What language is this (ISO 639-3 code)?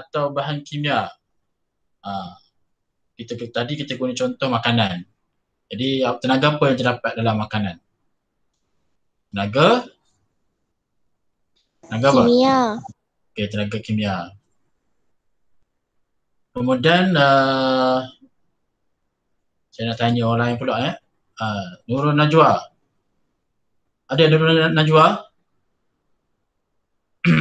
msa